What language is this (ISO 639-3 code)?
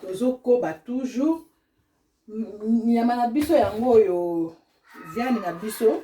lin